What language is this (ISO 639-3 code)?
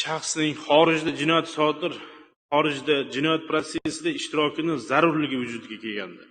uzb